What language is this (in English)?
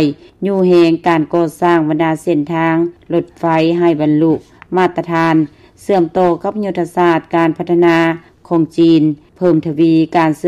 Lao